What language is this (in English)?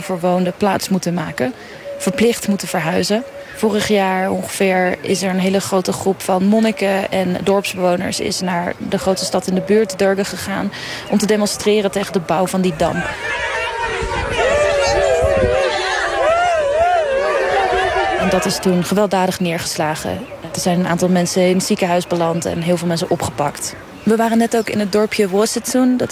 Dutch